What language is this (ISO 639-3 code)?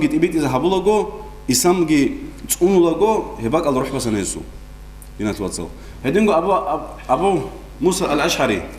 ava